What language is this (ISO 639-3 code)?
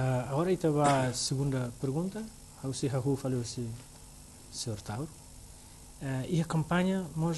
tet